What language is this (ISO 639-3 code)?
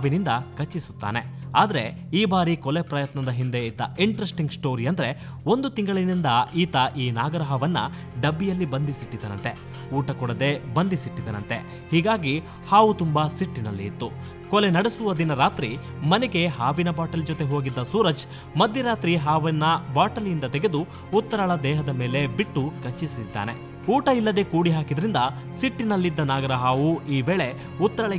kan